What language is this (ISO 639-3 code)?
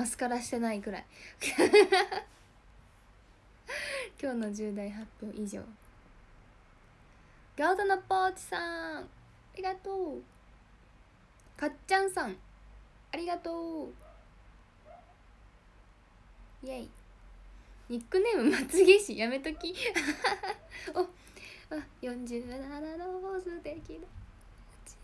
jpn